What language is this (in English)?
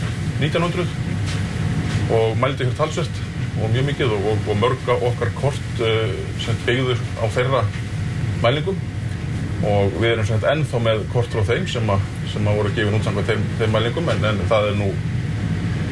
Icelandic